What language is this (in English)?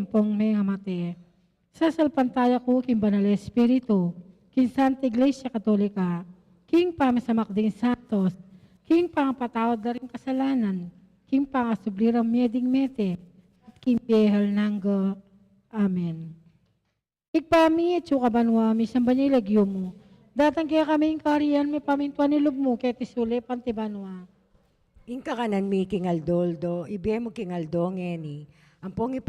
Pampanga